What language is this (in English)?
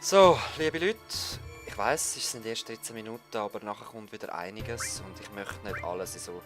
Swiss German